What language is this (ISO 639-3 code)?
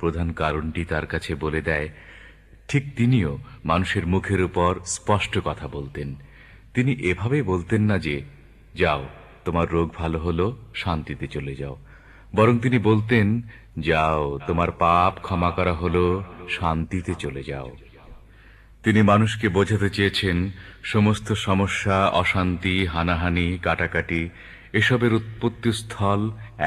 ben